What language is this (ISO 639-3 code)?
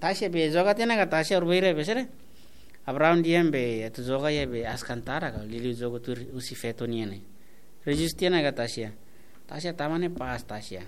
tet